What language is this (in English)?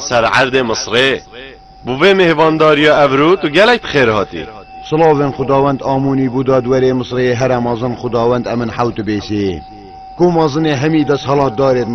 Kurdish